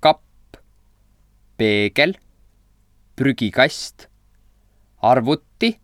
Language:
Estonian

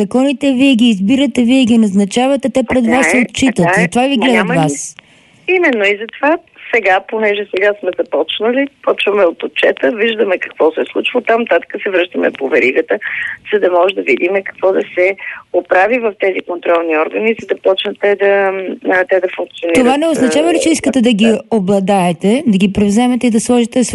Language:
Bulgarian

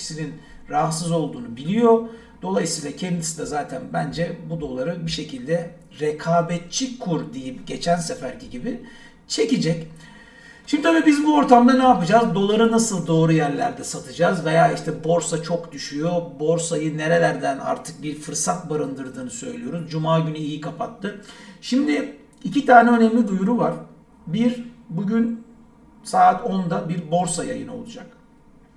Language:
Turkish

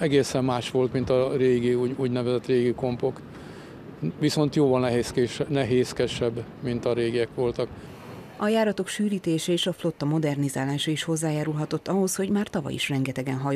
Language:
Hungarian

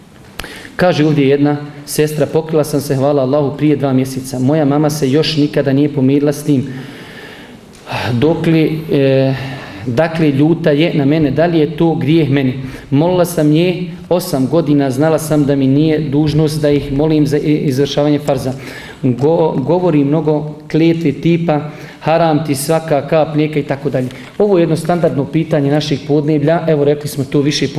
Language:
Bosnian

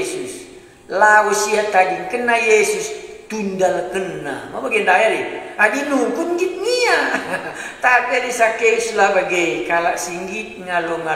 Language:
Batak Karo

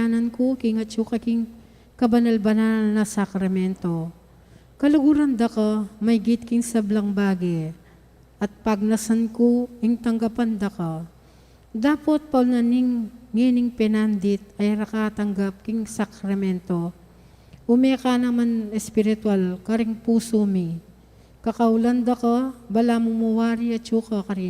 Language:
Pampanga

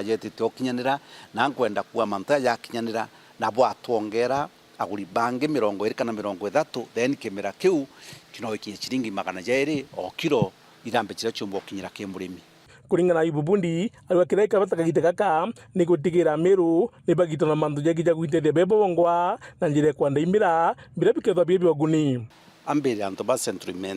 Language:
Meru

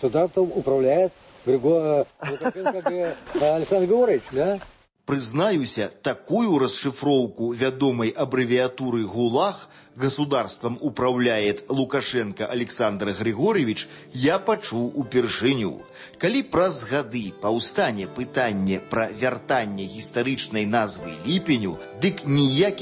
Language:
Belarusian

